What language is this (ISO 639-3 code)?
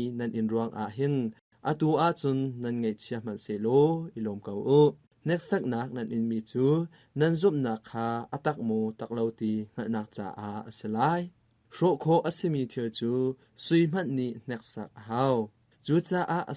cnh